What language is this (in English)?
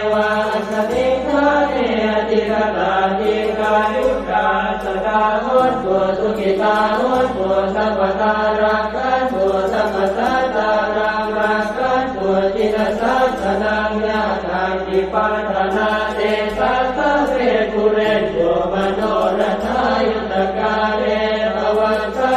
Pali